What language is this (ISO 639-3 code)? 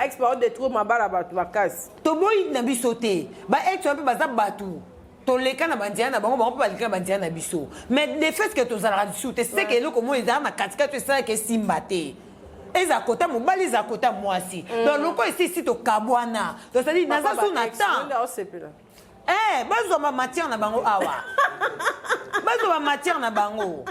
lin